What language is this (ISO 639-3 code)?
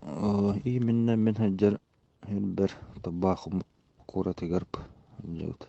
sah